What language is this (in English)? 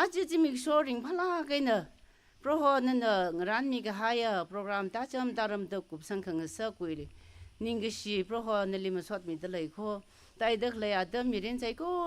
Tangkhul Naga (India)